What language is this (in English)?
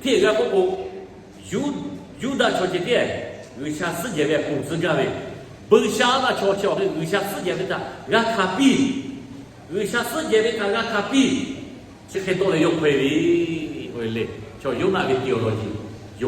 Lahu